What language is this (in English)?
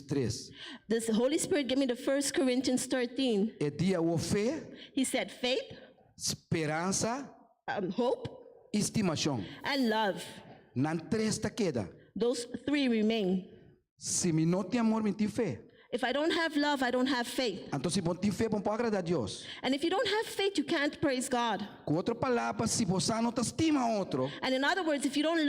Papiamento